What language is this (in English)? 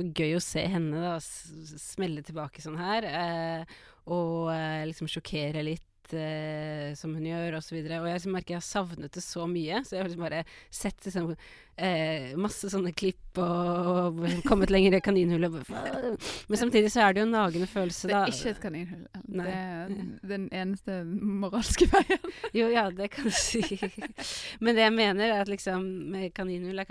Norwegian